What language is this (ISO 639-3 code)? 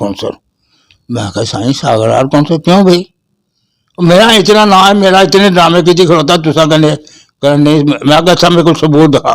skr